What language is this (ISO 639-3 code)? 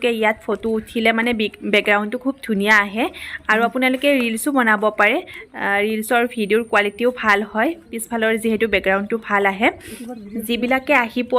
asm